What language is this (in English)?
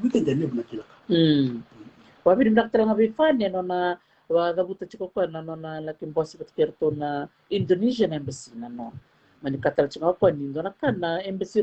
Fijian